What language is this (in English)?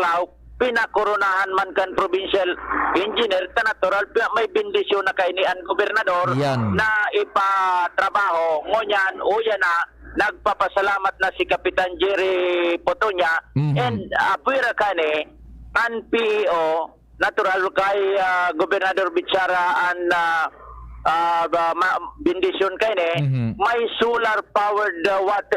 Bikol